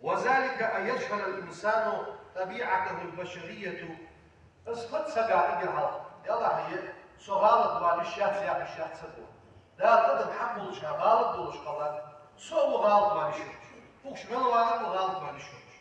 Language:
Ingush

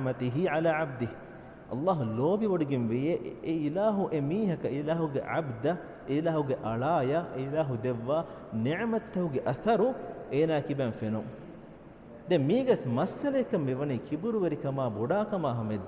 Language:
Divehi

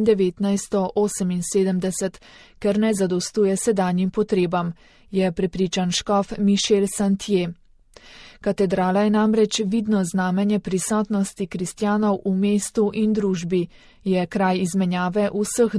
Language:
Slovenian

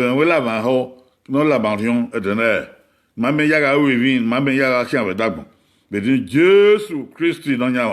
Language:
Bini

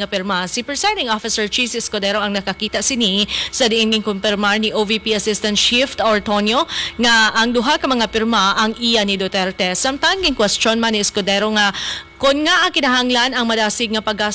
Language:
Hiligaynon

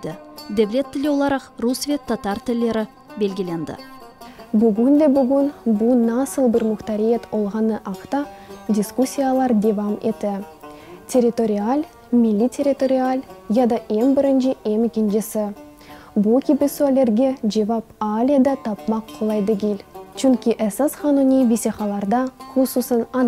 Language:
Crimean Tatar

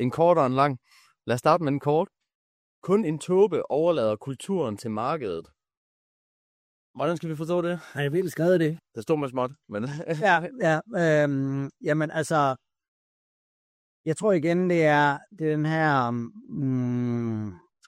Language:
Danish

